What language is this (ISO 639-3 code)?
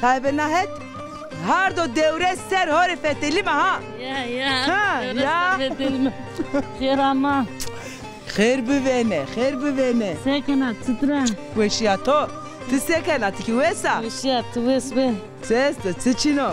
zza